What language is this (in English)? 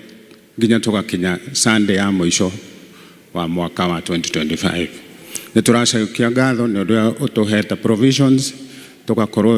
Kikuyu